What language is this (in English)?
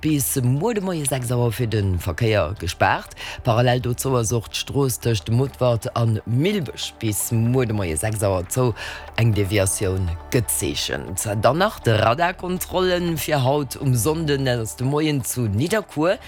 Luxembourgish